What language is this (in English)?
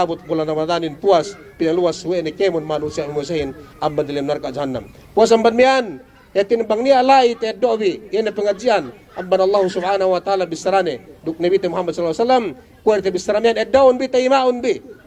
Yakan